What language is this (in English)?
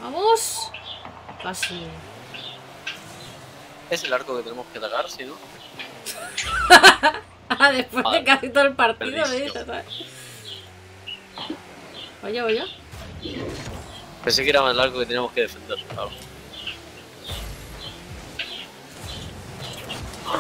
Spanish